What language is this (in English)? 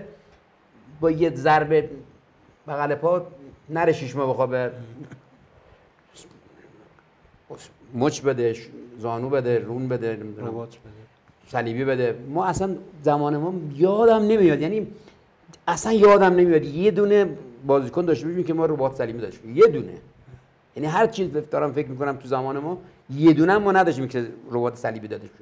Persian